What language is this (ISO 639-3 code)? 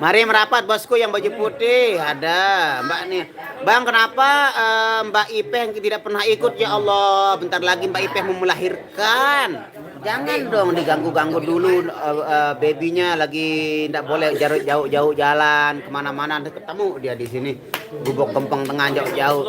sas